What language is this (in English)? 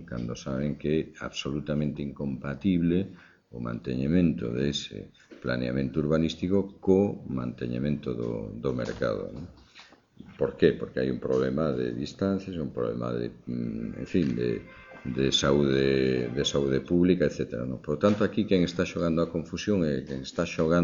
Galician